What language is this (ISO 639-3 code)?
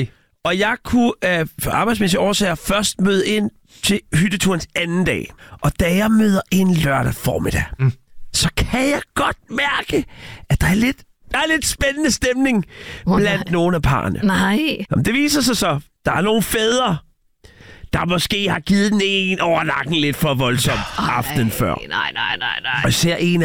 dan